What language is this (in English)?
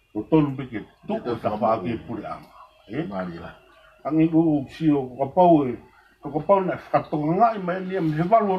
Tongan